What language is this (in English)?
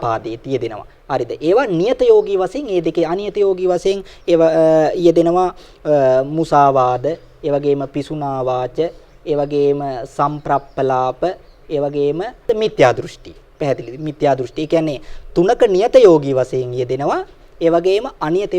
Sinhala